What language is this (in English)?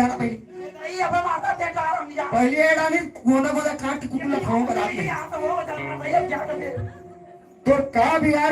Chhattisgarhi